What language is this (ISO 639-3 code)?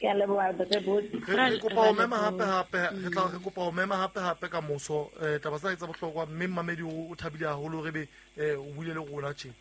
sot